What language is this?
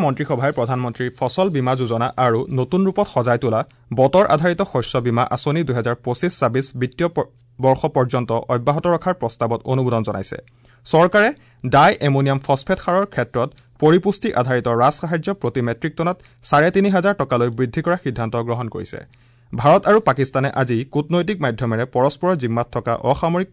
Assamese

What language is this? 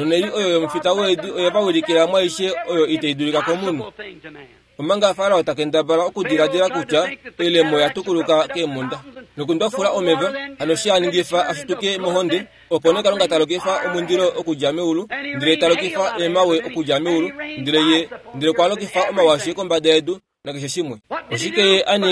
Kuanyama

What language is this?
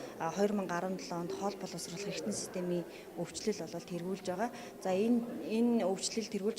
Mongolian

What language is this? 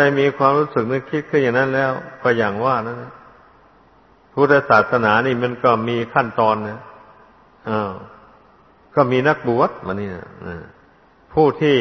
Thai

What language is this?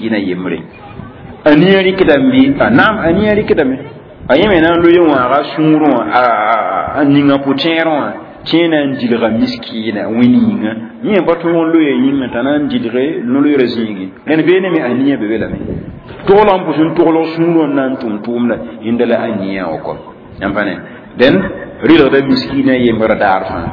Mossi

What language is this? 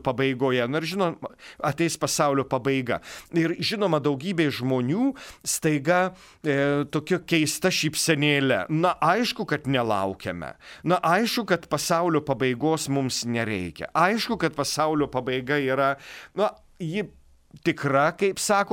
Lithuanian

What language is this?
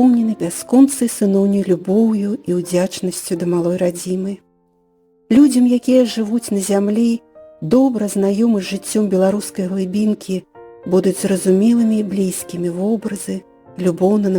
Belarusian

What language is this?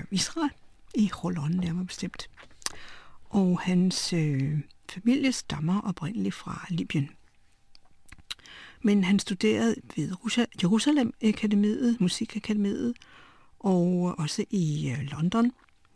Danish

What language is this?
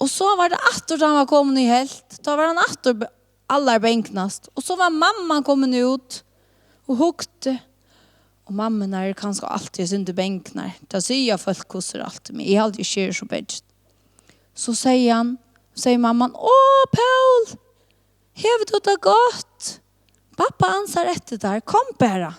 Faroese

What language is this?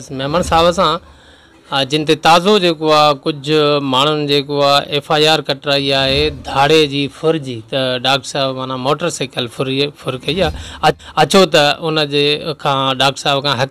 Sindhi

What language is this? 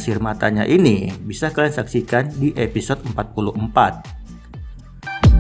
Indonesian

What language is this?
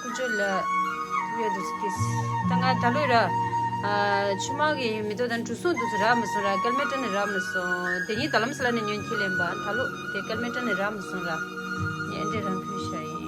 Tibetan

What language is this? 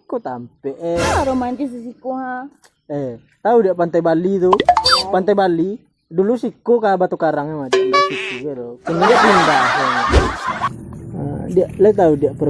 Minangkabau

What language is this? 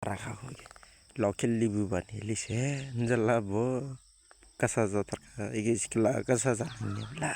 Dimasa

